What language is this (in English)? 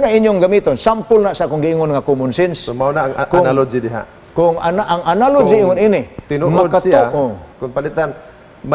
Cebuano